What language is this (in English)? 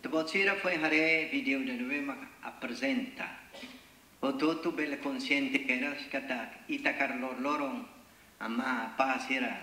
Tetum